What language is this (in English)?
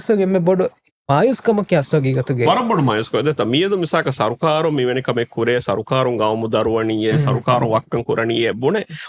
Divehi